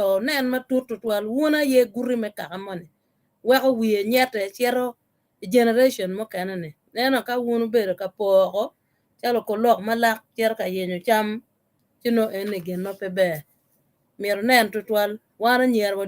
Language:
Acoli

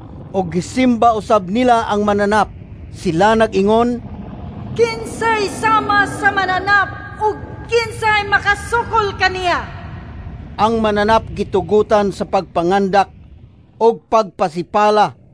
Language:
Cebuano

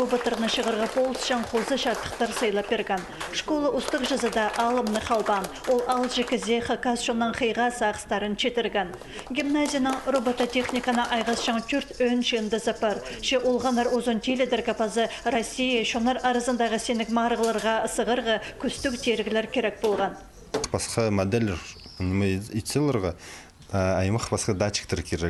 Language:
Khakas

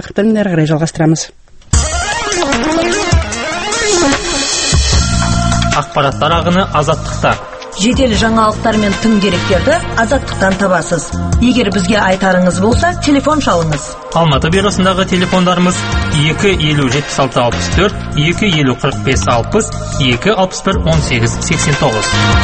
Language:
Kazakh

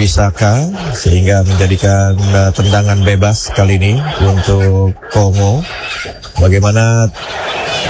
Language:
Indonesian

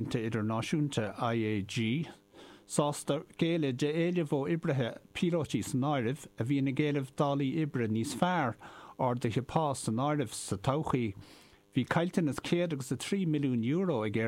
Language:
Irish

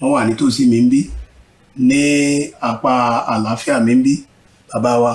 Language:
Yoruba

